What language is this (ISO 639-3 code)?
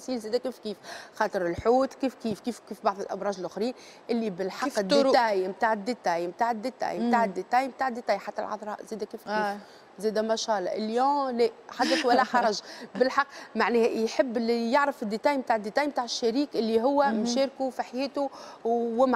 aeb